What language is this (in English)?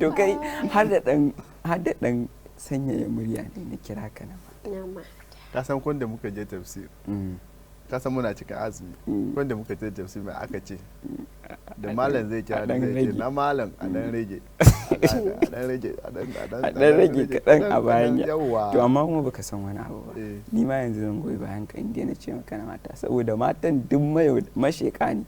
Hausa